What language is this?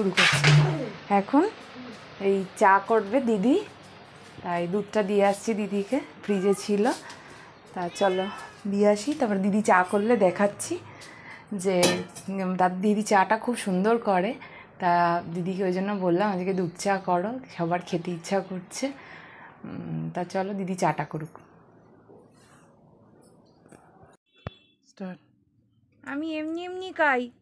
Bangla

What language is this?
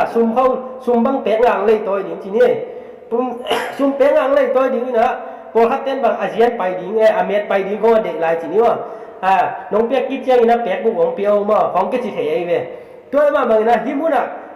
Tedim Chin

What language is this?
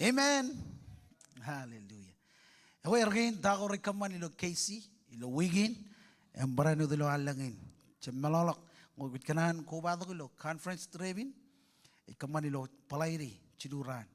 Marshallese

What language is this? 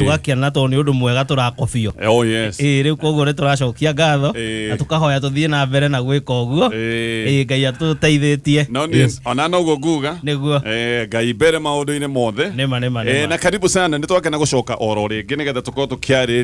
Kikuyu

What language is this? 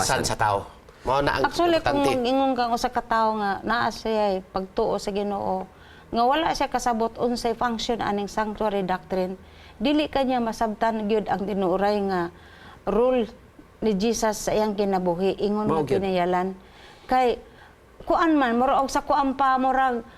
Cebuano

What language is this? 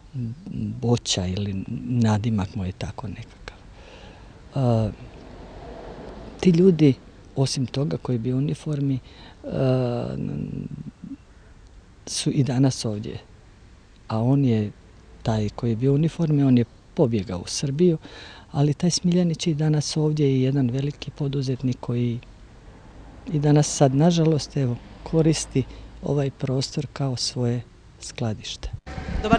Croatian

